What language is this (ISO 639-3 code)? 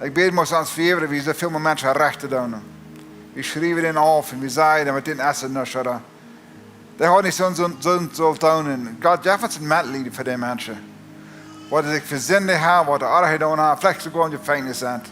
pdt